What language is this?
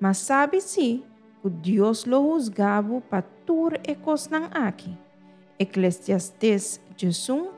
Papiamento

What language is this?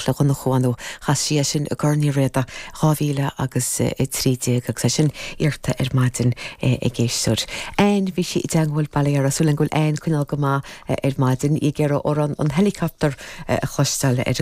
Irish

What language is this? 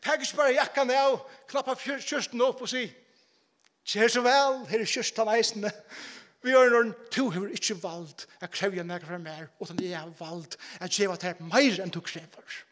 Faroese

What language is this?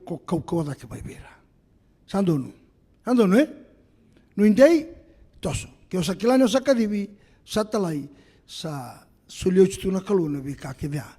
Fijian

